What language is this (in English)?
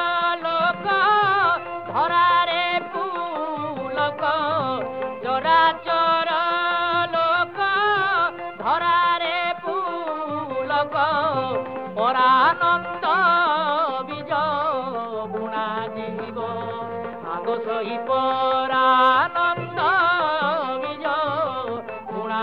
Odia